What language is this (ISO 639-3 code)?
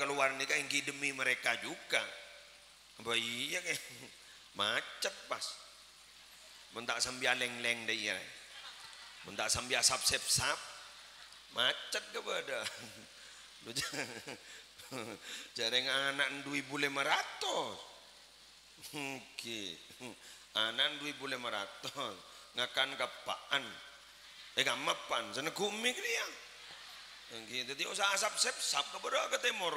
mad